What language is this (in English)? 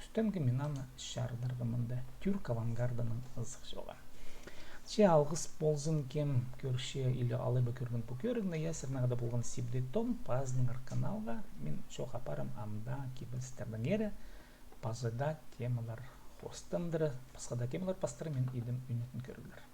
Khakas